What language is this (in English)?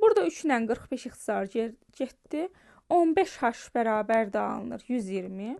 Azerbaijani